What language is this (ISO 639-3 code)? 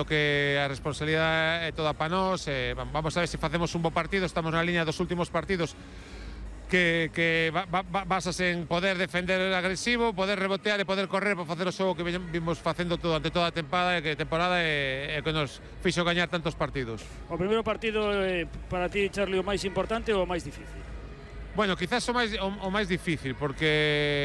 glg